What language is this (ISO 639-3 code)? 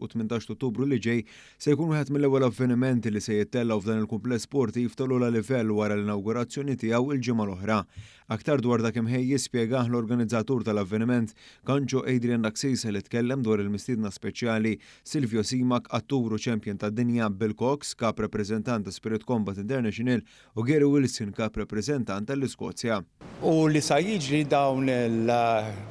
mlt